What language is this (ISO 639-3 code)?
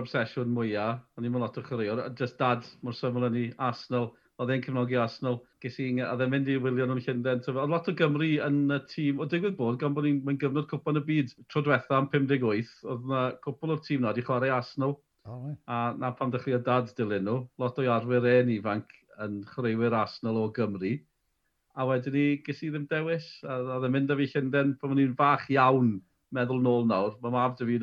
cym